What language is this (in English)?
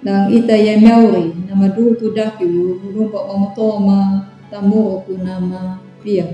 Anakalangu